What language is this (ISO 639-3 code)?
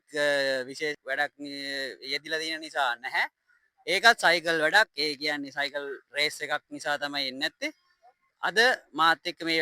sin